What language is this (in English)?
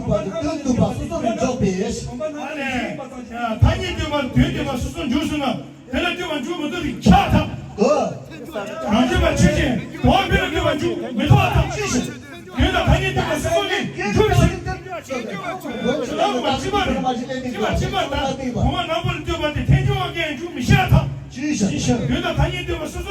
Tibetan